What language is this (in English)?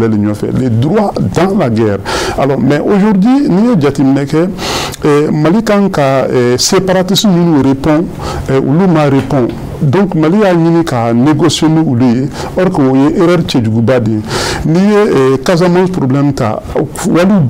Bambara